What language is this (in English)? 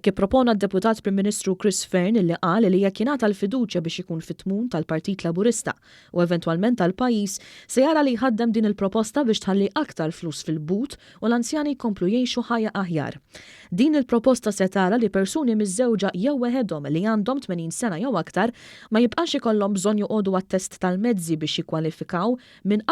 Maltese